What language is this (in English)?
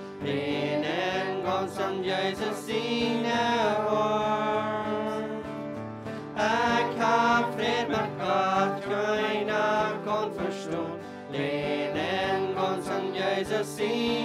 Plautdietsch